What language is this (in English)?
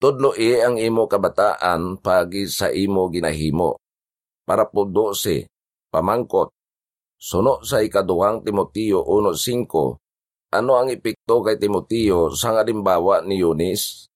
Hiligaynon